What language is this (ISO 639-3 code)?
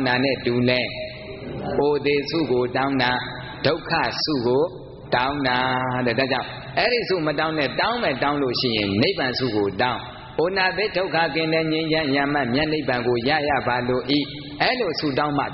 mya